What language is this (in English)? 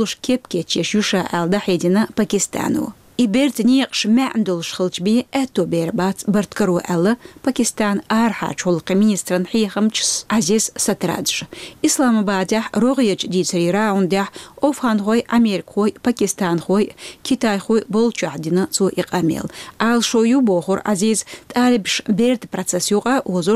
Chechen